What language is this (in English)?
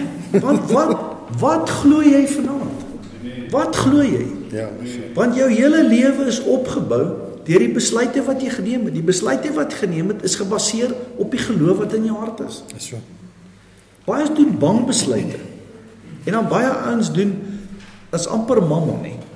Afrikaans